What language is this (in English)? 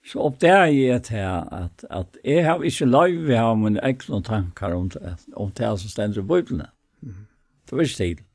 Faroese